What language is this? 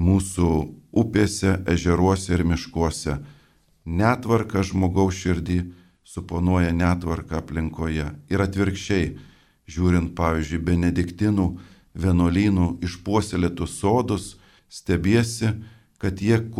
Lithuanian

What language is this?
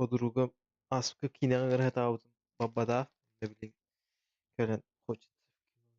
Yakut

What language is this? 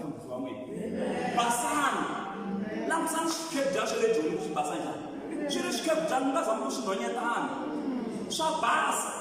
Tsonga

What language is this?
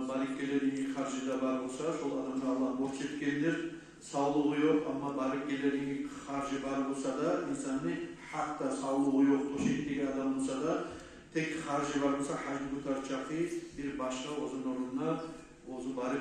Kumyk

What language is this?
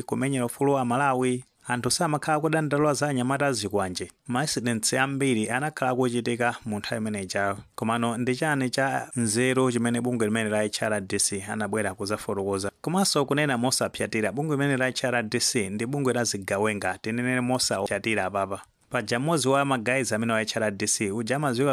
Nyanja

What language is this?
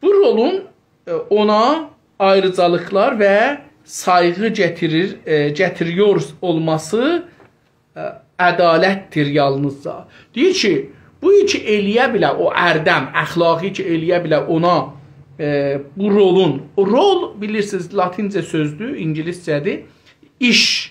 South Azerbaijani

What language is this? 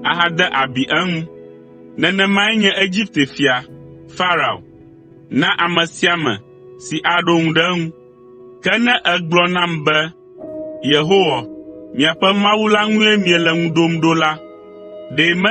Ewe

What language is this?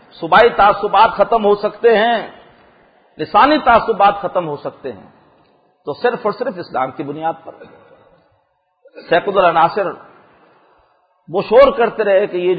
Urdu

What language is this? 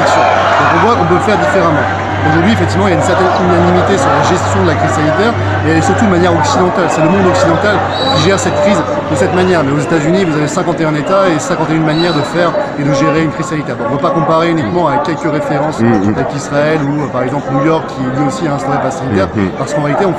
French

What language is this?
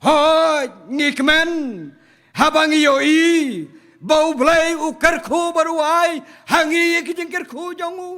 Khasi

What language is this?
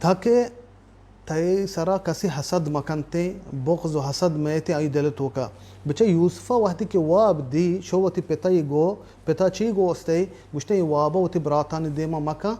Baluchi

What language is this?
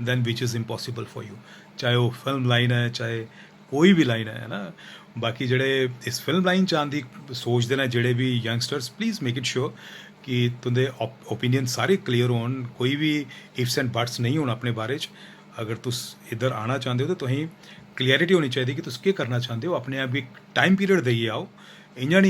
Dogri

